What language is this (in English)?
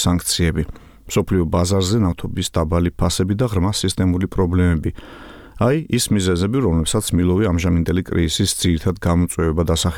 Georgian